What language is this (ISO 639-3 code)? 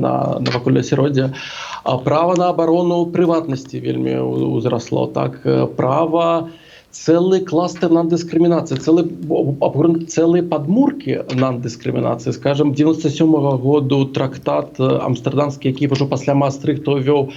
bel